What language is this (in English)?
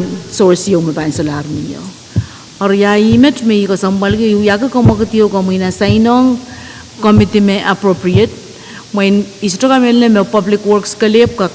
Pohnpeian